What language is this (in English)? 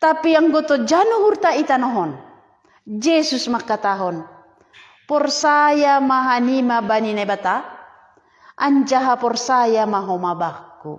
Batak Simalungun